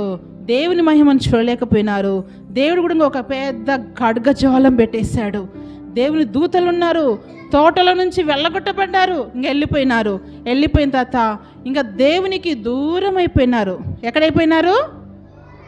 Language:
Telugu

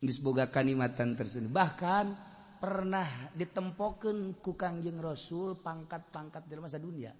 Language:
Sundanese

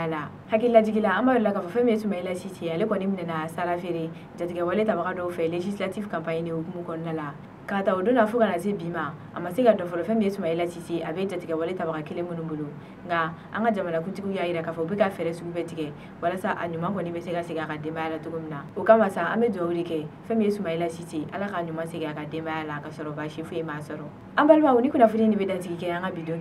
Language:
Bambara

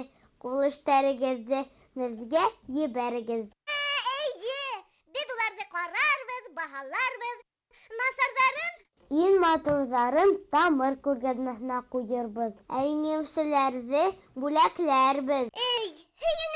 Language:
Bashkir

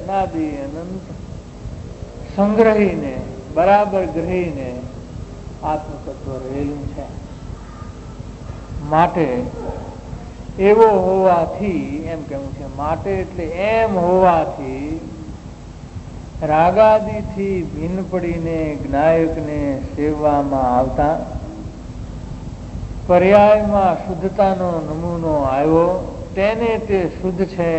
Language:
Gujarati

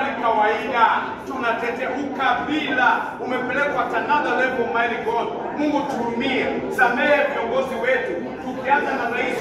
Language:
Swahili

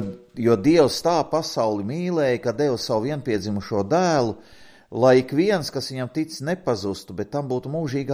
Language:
Latvian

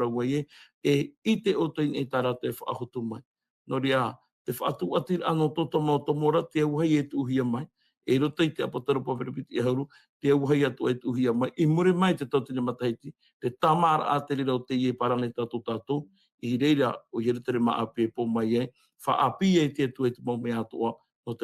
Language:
Tahitian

